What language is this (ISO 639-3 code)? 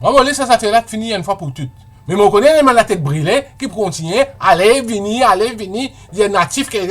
mfe